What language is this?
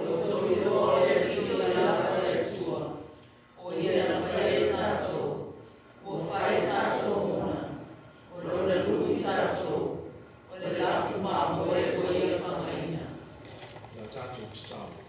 Samoan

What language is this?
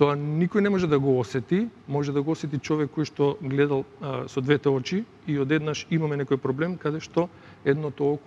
Macedonian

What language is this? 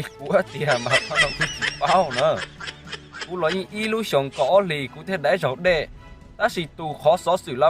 Hmong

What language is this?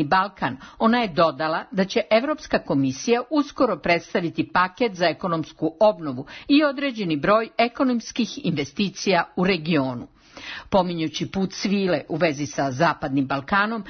Serbian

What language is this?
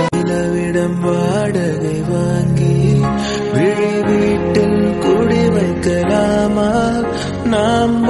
Tamil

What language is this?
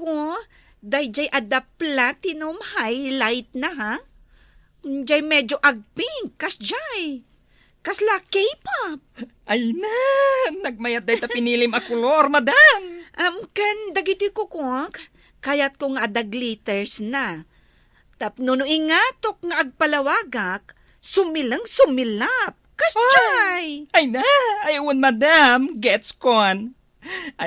Iloko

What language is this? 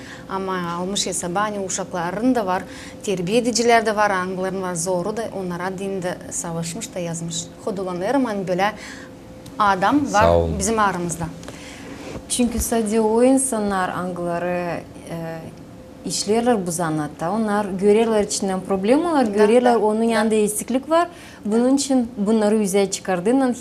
Gagauz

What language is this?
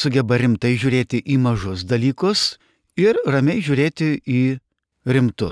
Lithuanian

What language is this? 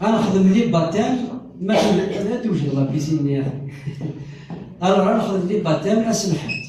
Kabyle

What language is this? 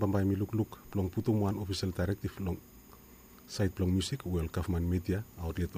Bislama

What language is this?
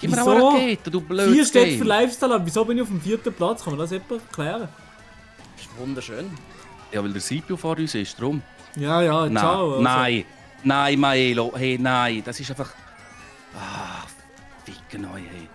Swiss German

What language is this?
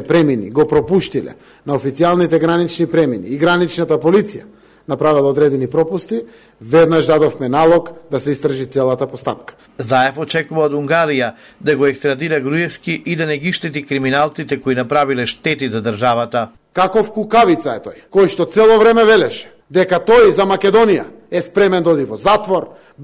Macedonian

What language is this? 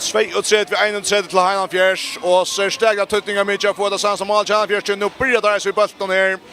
Faroese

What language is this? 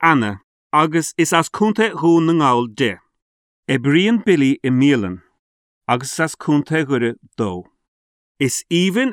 Irish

